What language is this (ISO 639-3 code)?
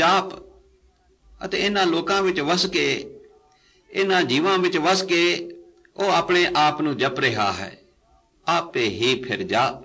pan